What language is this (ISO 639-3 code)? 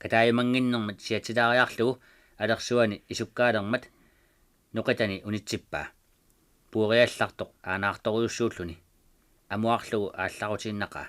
kal